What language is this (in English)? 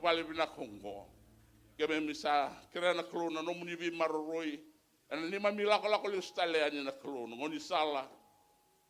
Fijian